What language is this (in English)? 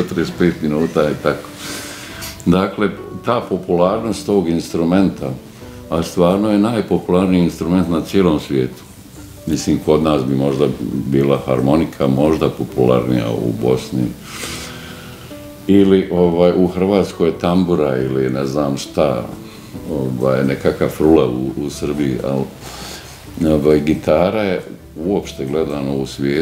Bosnian